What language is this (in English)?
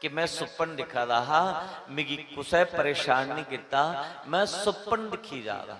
Dogri